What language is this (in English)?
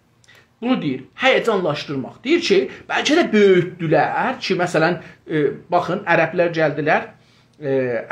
South Azerbaijani